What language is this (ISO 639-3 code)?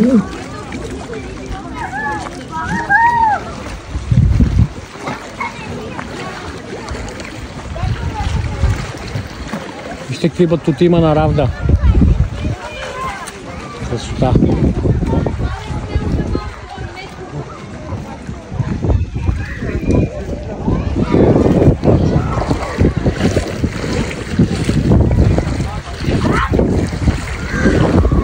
bul